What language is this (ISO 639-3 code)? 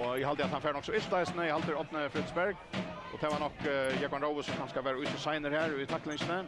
fao